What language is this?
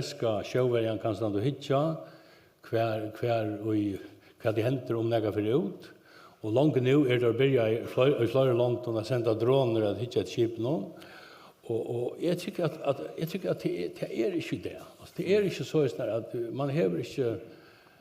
Faroese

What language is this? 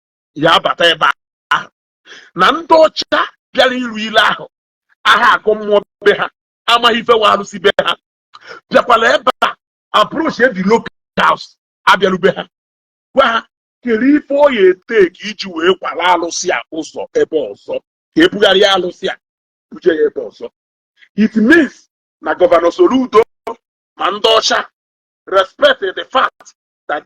Igbo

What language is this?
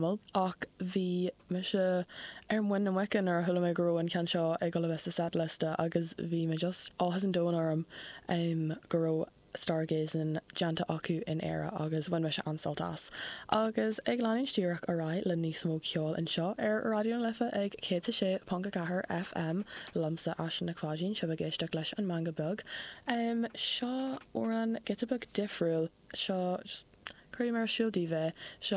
Irish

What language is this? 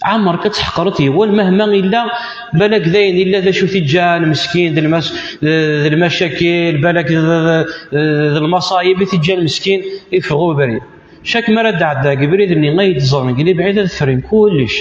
Kabyle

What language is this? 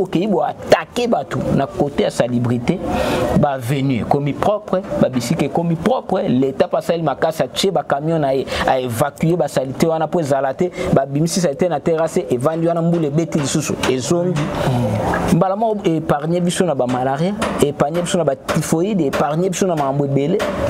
Lingala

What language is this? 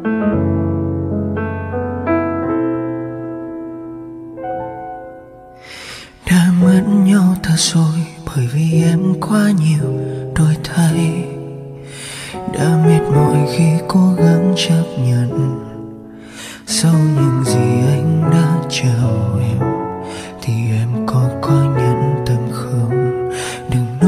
Vietnamese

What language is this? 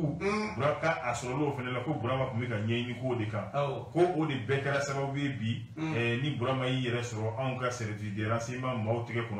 Bambara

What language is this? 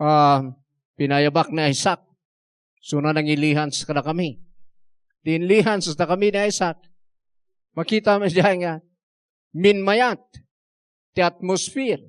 Iloko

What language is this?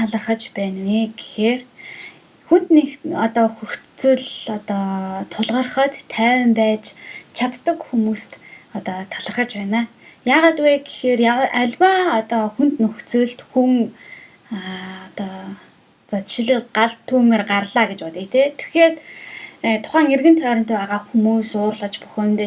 Mongolian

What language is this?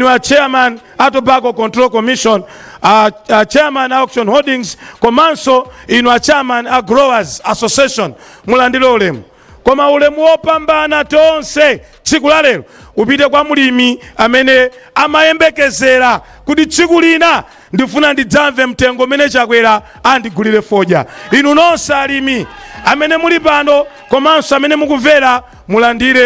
Nyanja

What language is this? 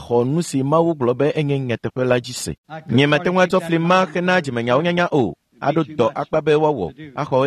Ewe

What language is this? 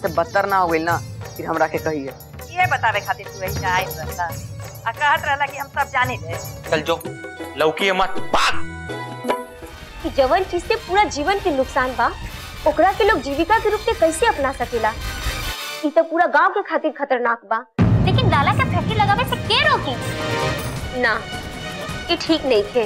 Bhojpuri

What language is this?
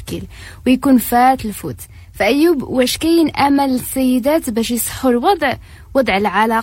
Moroccan Arabic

